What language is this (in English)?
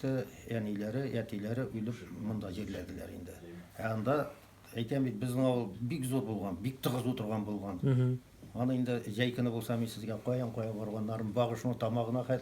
Tatar